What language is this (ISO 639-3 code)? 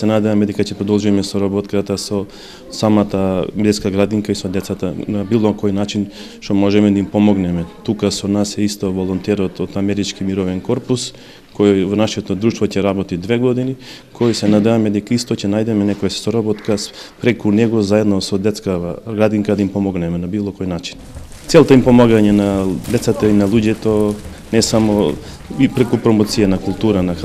mkd